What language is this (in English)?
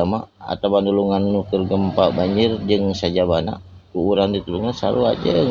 Sundanese